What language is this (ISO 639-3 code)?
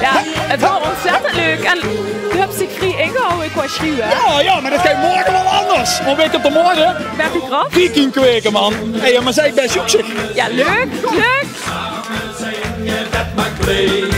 lim